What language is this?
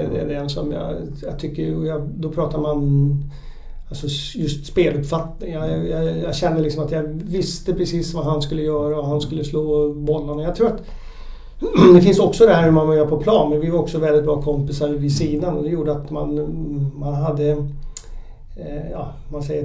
Swedish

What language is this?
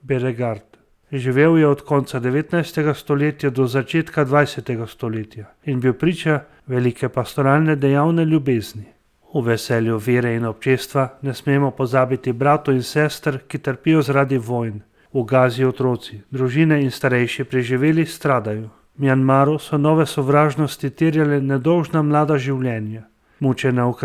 Slovenian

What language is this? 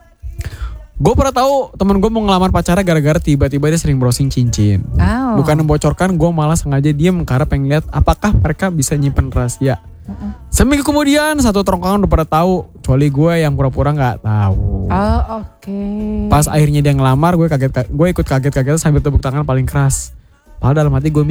Indonesian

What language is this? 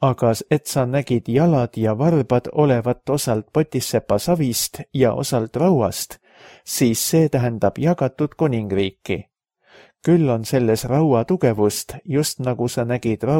Estonian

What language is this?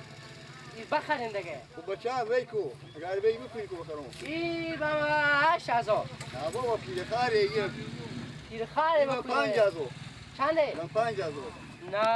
Persian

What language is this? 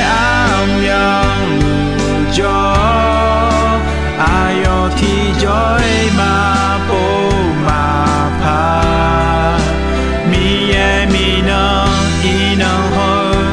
Akha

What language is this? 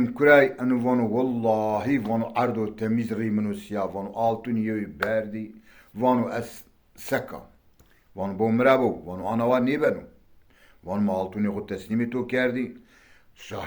Zaza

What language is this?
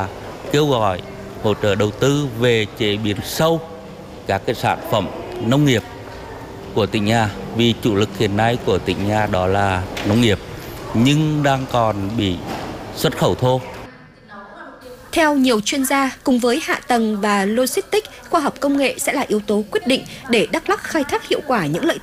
Vietnamese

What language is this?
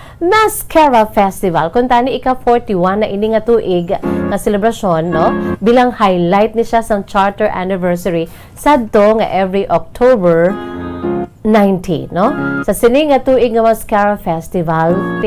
Hiligaynon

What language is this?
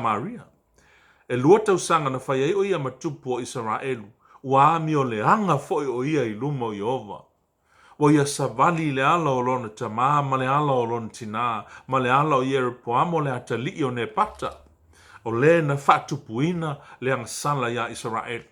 Samoan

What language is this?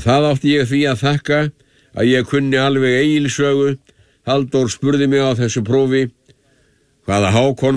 Icelandic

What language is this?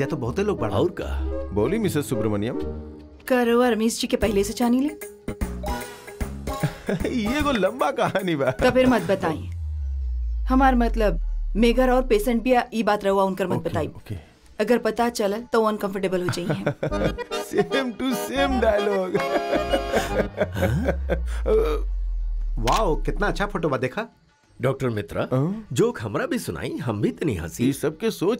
Bhojpuri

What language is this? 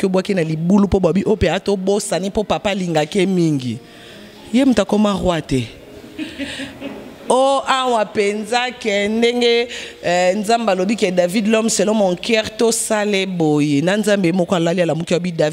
Lingala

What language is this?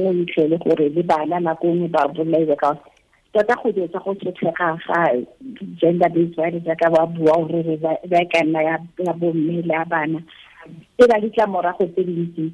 Tswana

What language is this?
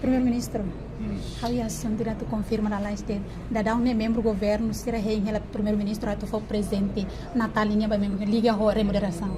Tetum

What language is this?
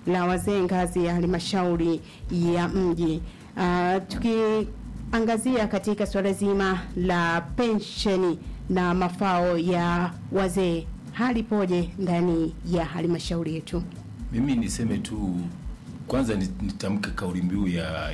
Swahili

